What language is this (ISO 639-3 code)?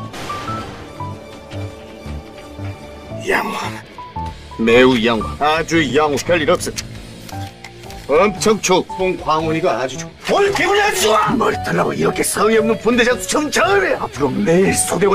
kor